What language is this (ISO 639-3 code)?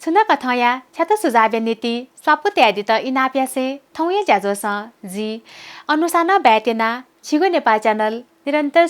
new